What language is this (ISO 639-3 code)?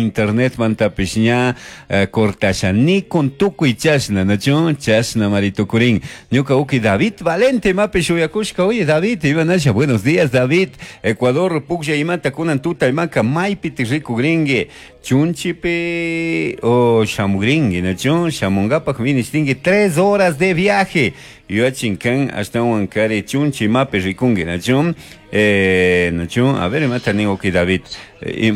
qug